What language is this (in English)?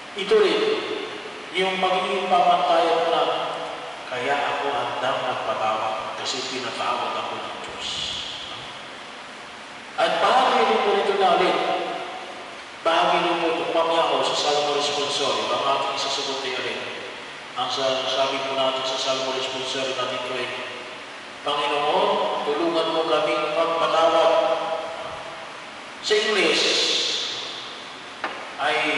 Filipino